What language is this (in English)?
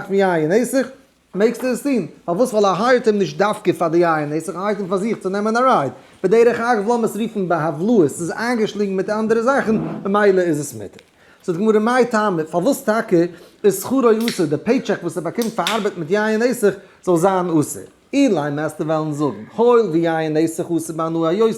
Yiddish